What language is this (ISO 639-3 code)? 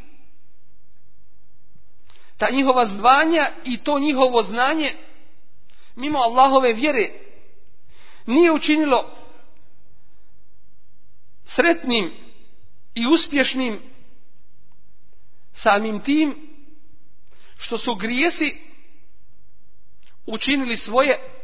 bos